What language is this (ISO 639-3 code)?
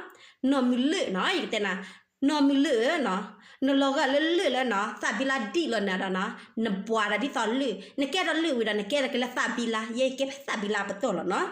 ksw